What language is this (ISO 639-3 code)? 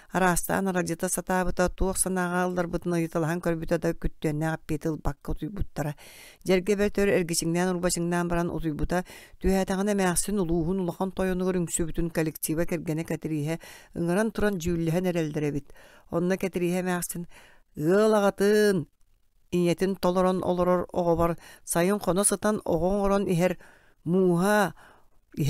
sah